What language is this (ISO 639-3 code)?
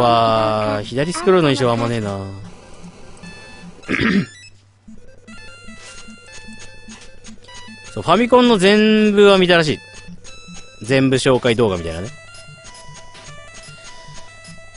jpn